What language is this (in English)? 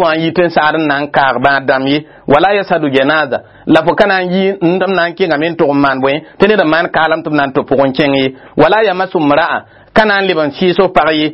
Mossi